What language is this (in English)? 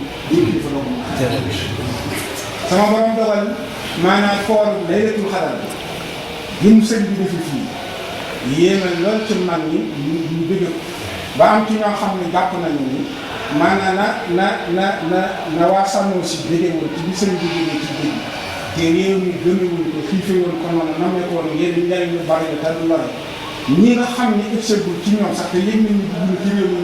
Wolof